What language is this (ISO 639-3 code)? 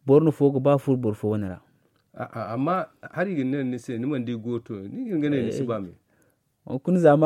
dje